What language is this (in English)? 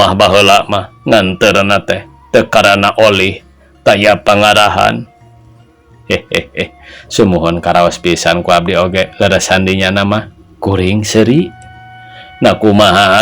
Sundanese